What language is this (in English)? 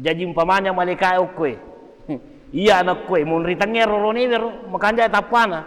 Buginese